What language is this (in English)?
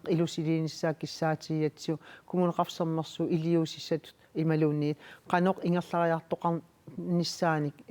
Kalaallisut